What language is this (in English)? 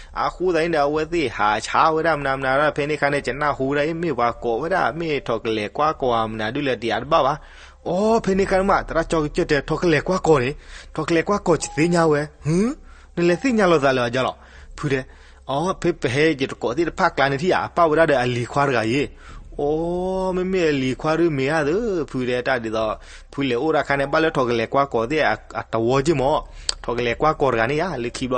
S'gaw Karen